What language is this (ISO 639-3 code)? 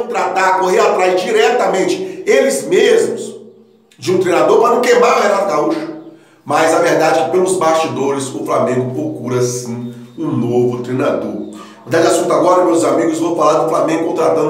por